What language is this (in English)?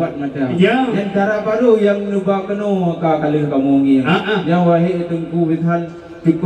Achinese